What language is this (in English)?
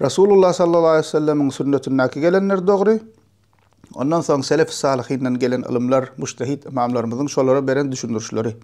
Turkmen